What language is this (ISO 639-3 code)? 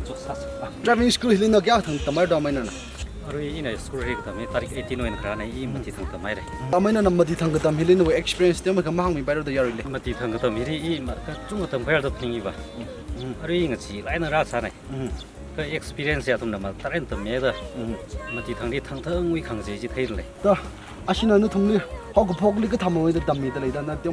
nmf